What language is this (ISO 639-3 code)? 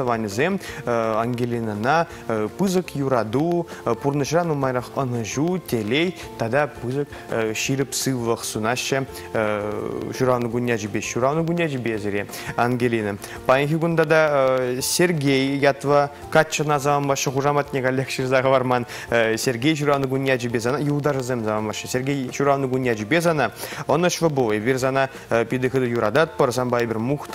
chv